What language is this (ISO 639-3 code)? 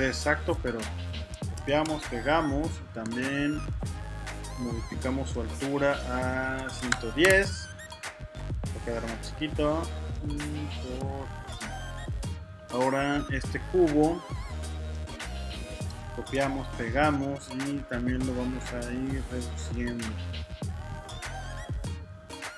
spa